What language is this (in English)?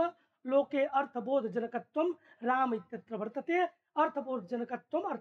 Sanskrit